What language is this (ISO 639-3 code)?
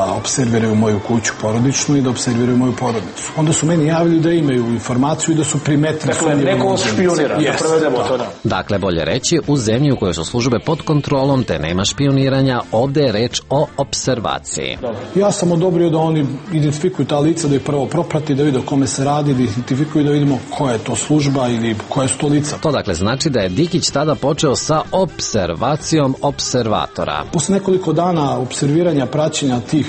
srp